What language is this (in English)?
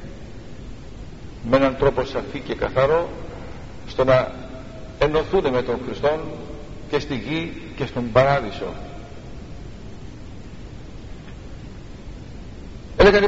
Greek